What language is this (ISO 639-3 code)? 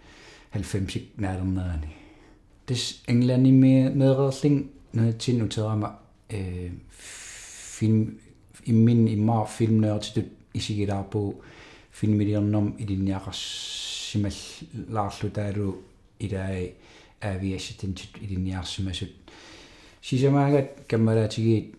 kal